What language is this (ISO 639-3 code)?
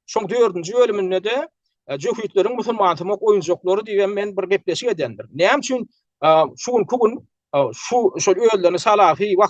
tuk